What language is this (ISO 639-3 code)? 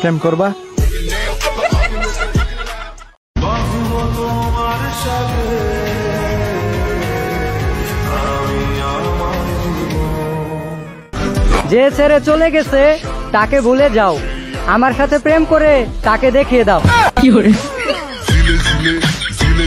ben